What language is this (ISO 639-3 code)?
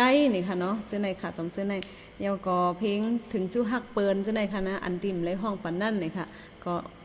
shn